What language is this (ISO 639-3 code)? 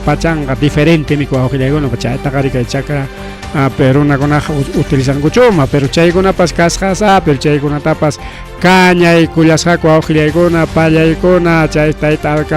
quy